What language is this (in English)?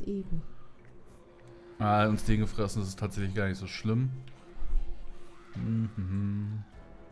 German